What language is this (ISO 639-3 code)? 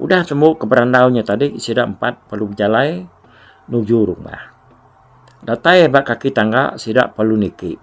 iba